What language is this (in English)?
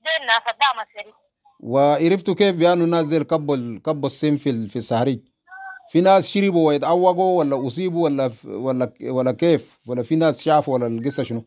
Sudanese Arabic